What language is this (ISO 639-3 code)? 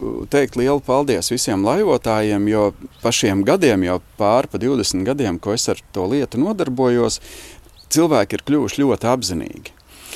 lav